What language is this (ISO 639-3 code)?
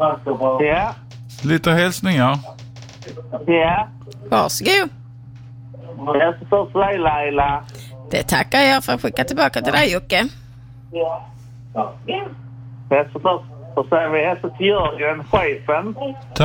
swe